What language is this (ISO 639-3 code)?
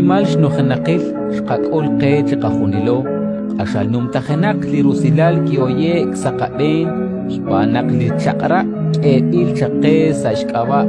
kek